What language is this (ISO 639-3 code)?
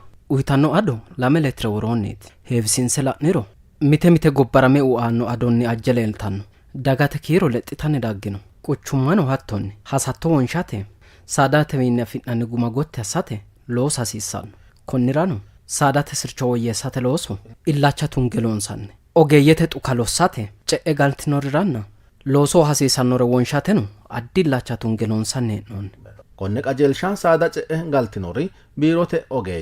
sid